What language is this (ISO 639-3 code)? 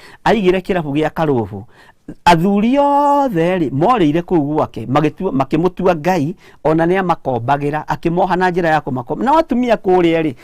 kik